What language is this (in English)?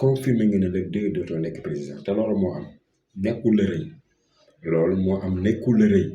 Wolof